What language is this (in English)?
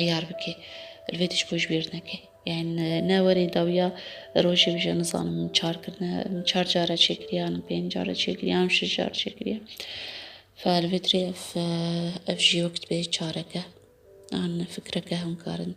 Kurdish